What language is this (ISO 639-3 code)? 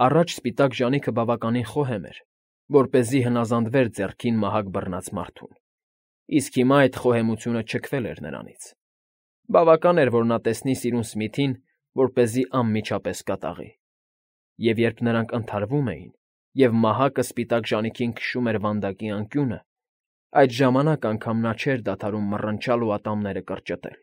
hye